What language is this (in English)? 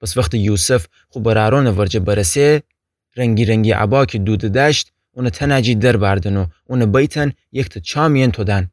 Gilaki